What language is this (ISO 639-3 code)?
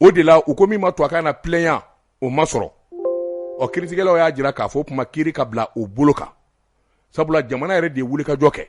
bam